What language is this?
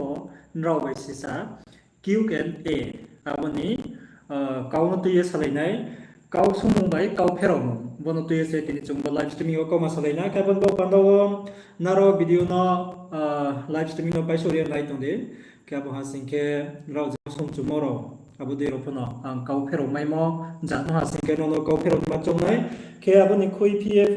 Riang (India)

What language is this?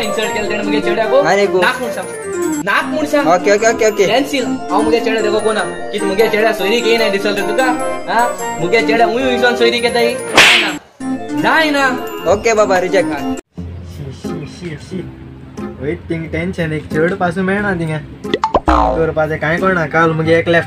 Konkani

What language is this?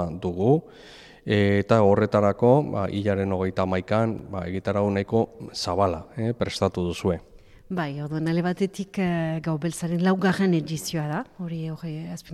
Basque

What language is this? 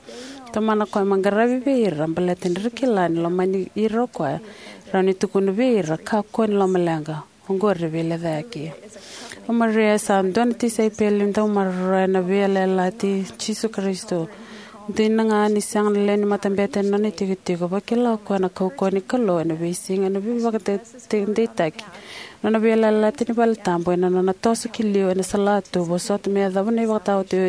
Fijian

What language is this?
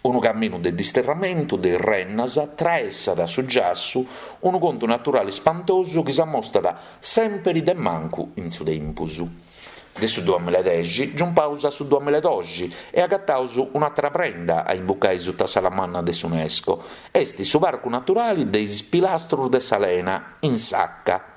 Sardinian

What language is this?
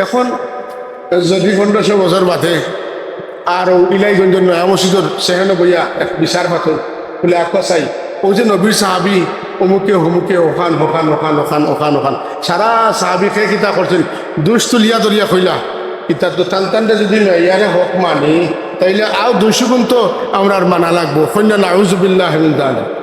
Sylheti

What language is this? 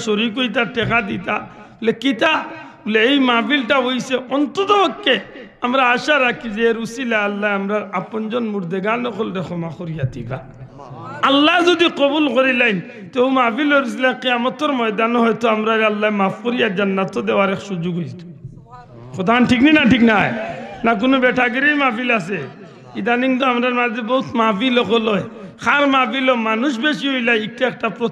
Sylheti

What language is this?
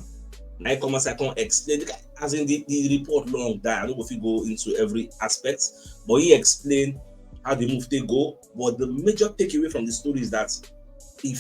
Nigerian Pidgin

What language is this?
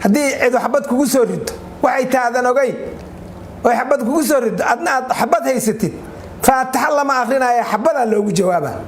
Somali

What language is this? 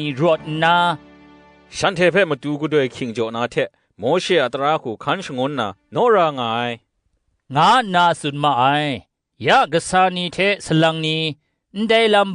Kachin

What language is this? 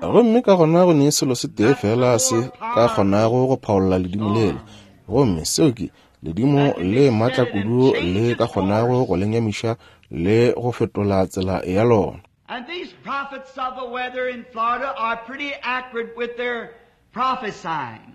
Northern Sotho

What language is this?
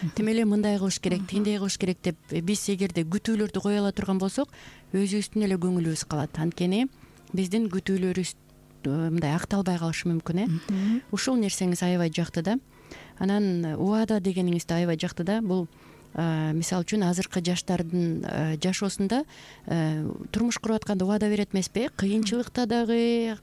Kyrgyz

